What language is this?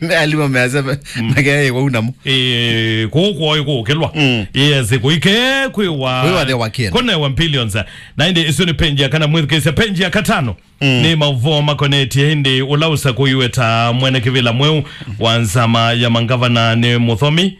Kamba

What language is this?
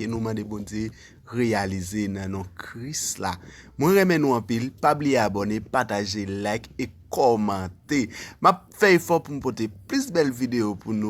Haitian Creole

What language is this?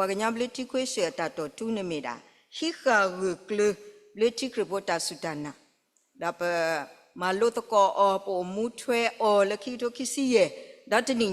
S'gaw Karen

